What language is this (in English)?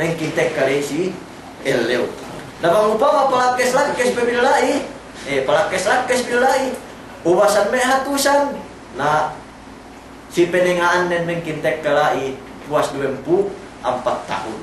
Yakan